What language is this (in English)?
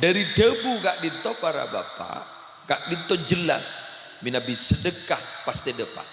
Madurese